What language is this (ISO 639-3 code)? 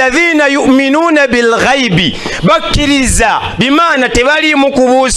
lug